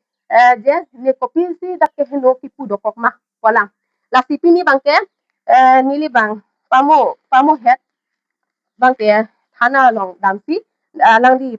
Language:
Karbi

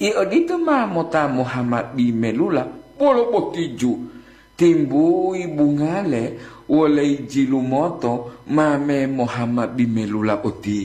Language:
Gorontalo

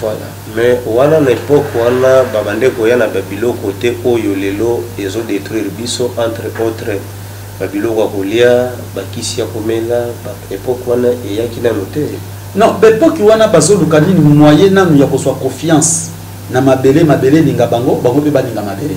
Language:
Lingala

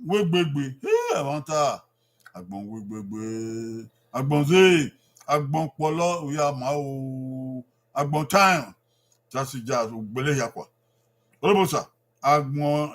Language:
Bini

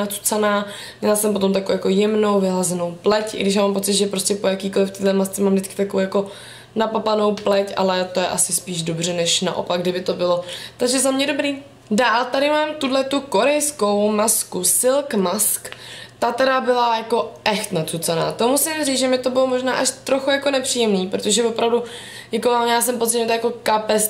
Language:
Czech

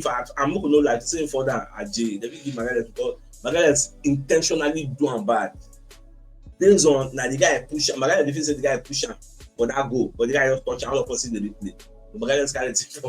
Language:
Nigerian Pidgin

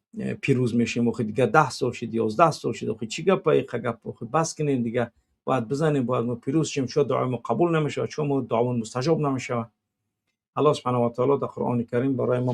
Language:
Tajik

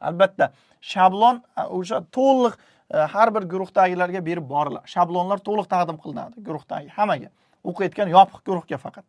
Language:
Uzbek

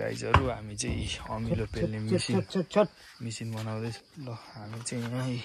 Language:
Nepali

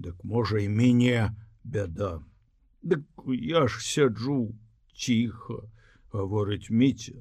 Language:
Belarusian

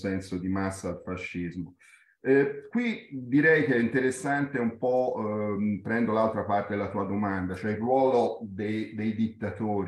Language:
Italian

